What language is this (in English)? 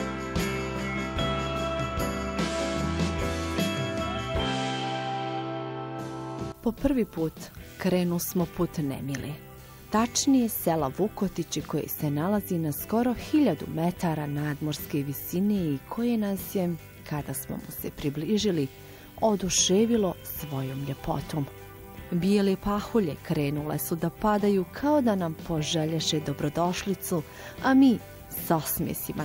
Bosnian